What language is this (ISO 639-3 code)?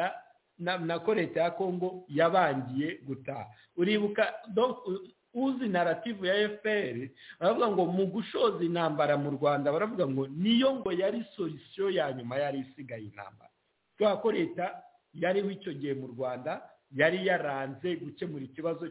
kin